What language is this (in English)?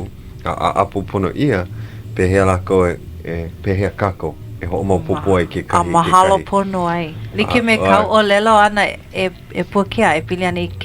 Hawaiian